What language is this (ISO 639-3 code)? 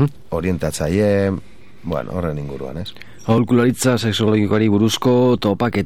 eus